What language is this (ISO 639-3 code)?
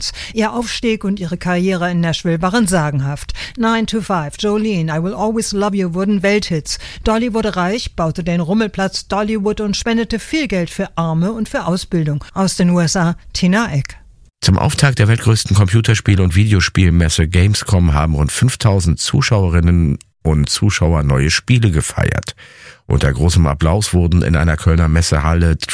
deu